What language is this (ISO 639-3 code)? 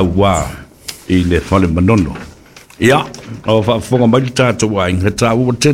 smo